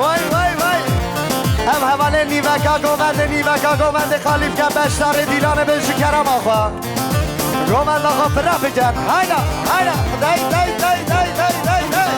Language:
Kurdish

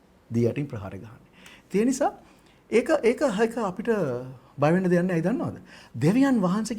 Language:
Sinhala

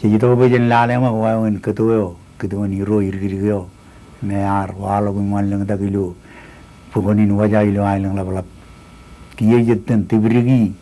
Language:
Marshallese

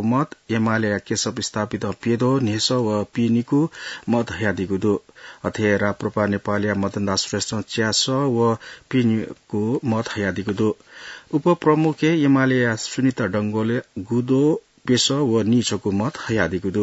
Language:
Newari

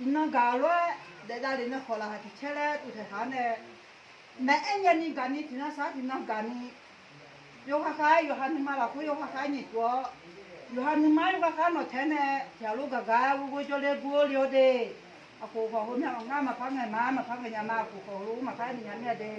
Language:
Akha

